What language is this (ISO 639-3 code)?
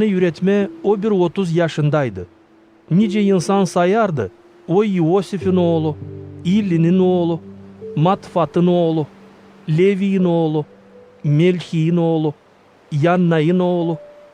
gag